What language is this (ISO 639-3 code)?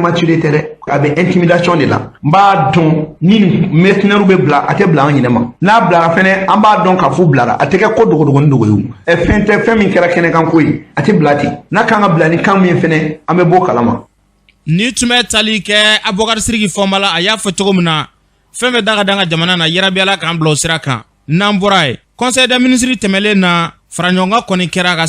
bam